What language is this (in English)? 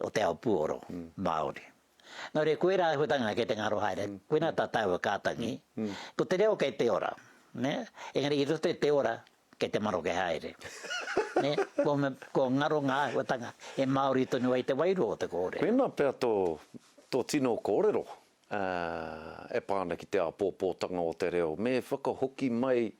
Māori